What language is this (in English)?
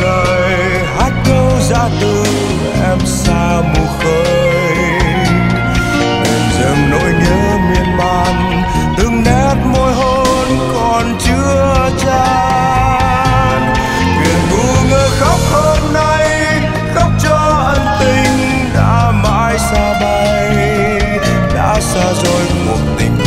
Vietnamese